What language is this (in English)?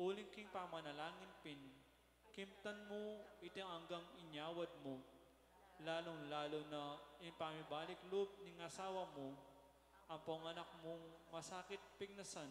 Pampanga